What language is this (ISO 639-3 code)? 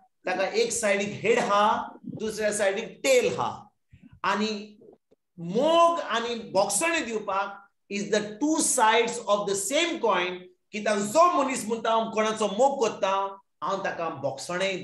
kok